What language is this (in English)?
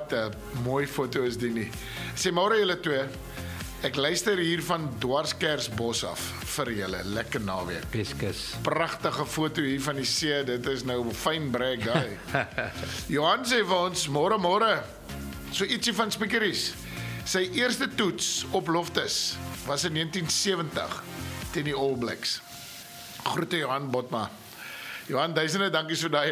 Afrikaans